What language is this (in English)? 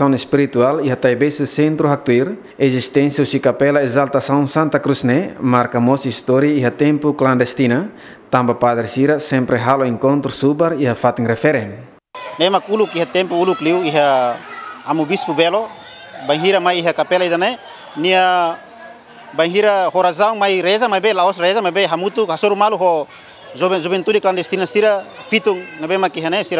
Tetum